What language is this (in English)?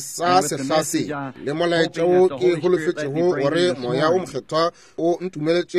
Northern Sotho